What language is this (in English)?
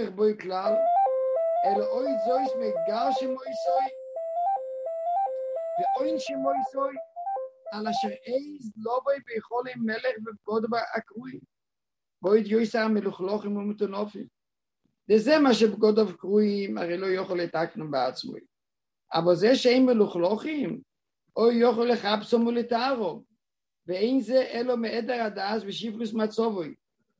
Hebrew